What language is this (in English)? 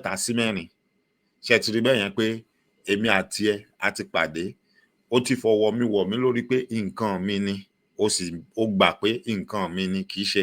Yoruba